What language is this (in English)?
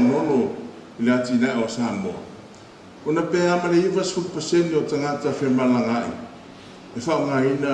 Samoan